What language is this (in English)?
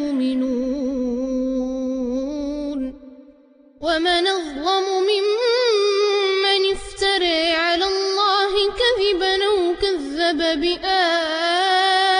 Arabic